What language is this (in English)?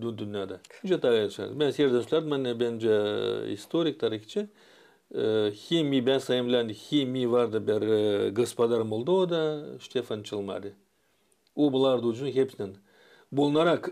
Gagauz